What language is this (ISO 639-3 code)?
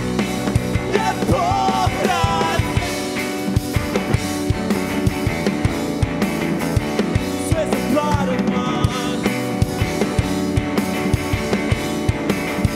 srp